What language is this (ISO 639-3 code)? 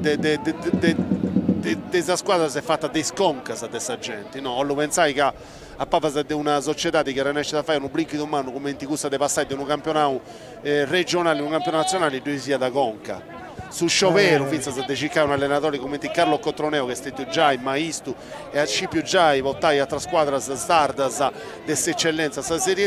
srd